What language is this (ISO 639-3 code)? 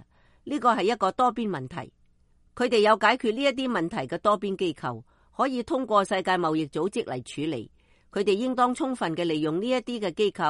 yue